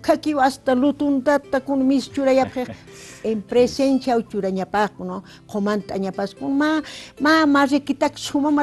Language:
Aymara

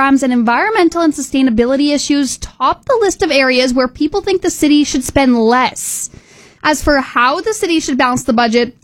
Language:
English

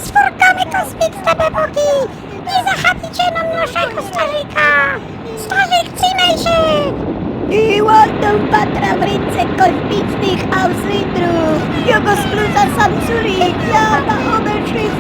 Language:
Silesian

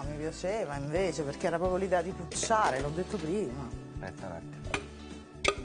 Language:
Italian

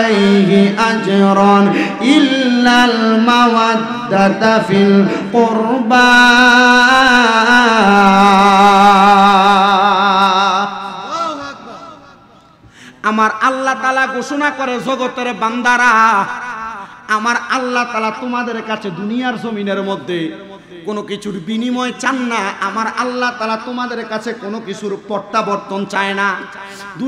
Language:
Bangla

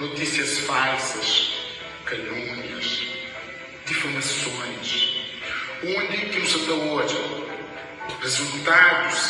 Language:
Kabuverdianu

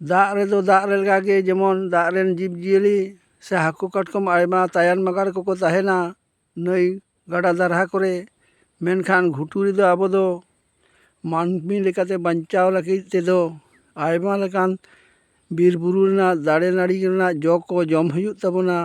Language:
Santali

